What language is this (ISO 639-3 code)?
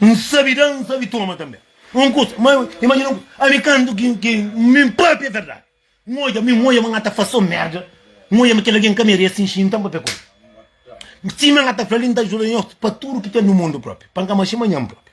kea